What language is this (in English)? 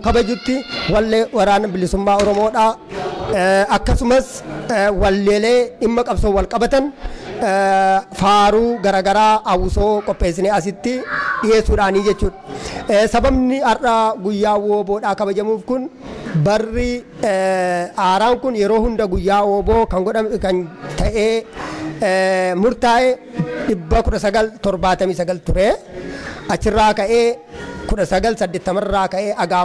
Oromo